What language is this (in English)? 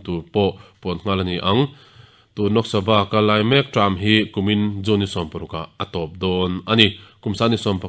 Mizo